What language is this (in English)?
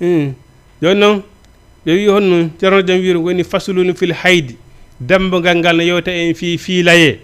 Fula